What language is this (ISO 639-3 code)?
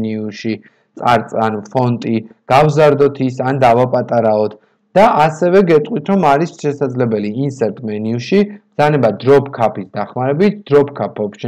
kat